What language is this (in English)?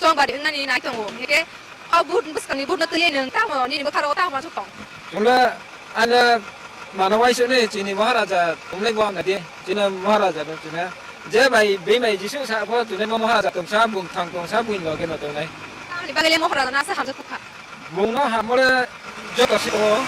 Kok Borok